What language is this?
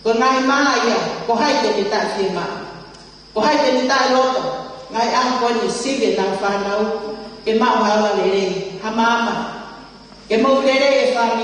Tongan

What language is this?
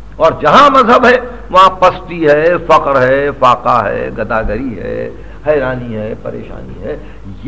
Urdu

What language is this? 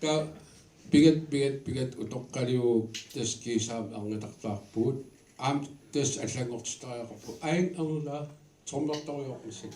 Kalaallisut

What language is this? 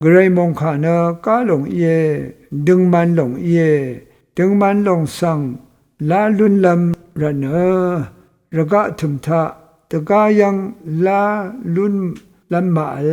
Rawang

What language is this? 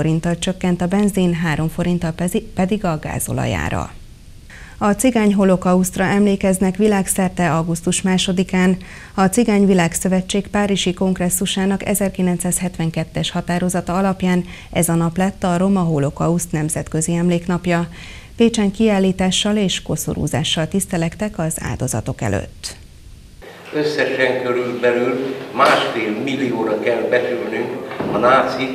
Hungarian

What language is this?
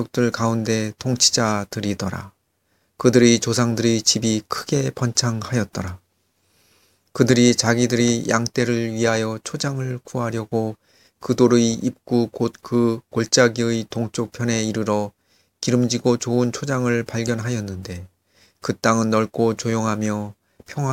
Korean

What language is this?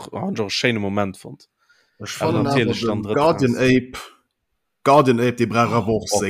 Luxembourgish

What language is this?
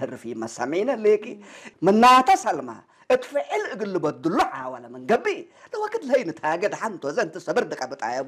Tigre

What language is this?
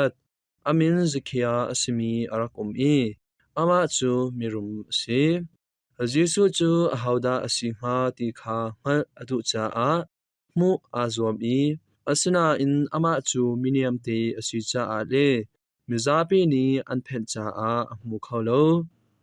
Hakha Chin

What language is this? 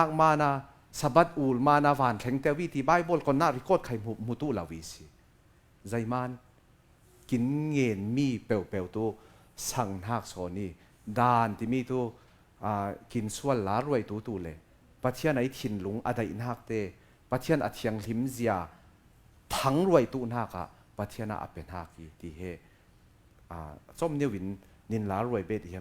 Falam Chin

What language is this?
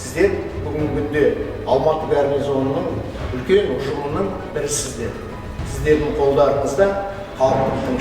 Kazakh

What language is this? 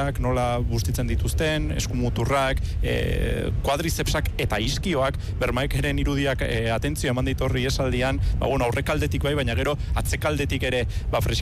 Basque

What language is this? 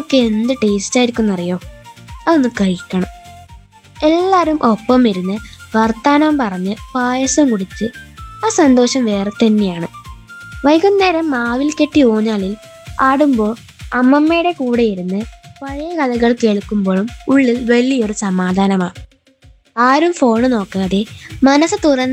Malayalam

